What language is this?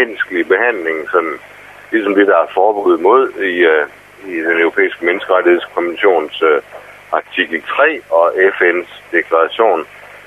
Danish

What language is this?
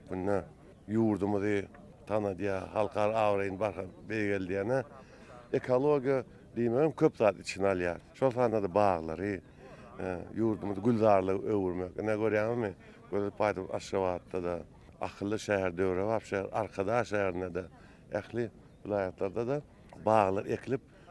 Turkmen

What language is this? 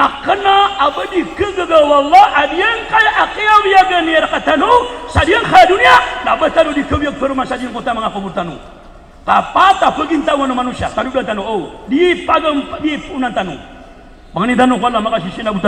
Maranao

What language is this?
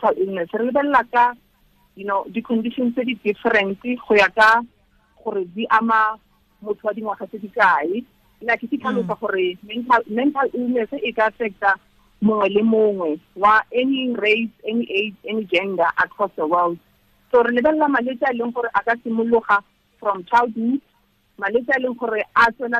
Tswana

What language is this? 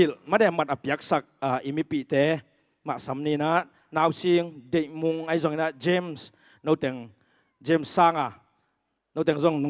Tedim Chin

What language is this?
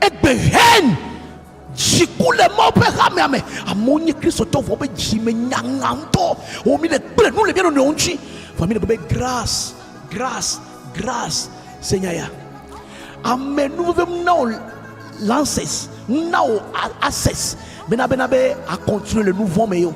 Ewe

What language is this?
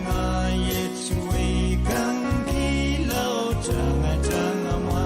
Pohnpeian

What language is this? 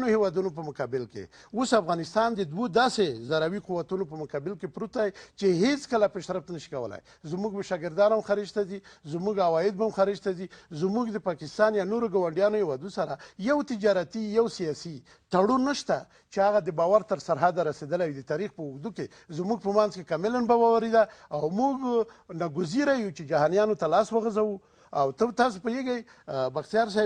Pashto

